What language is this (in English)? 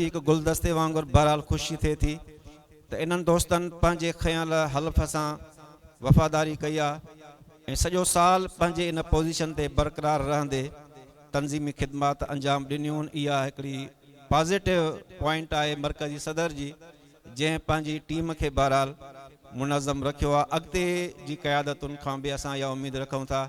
Sindhi